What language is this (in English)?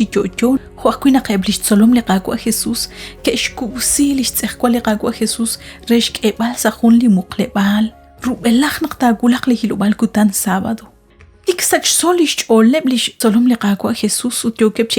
Kekchí